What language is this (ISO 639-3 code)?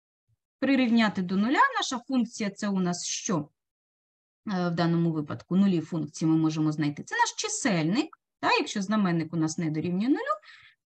ukr